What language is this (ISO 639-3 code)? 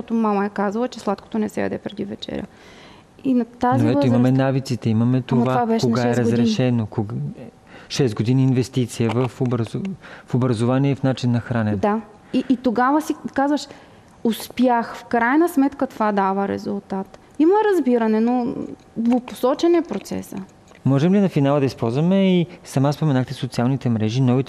bul